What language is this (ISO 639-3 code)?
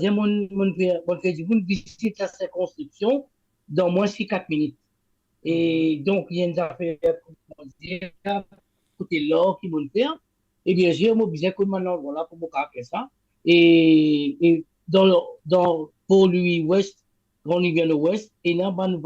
mfe